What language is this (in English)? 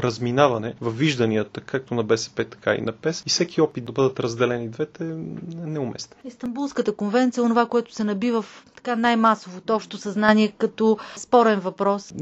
Bulgarian